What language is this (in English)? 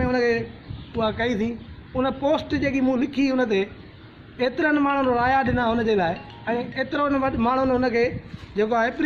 Sindhi